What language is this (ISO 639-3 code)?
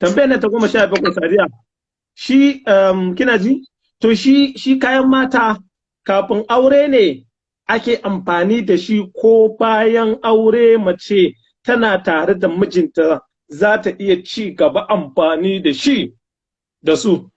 hau